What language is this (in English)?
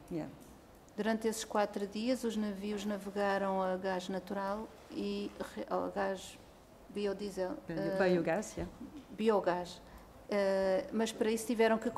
Portuguese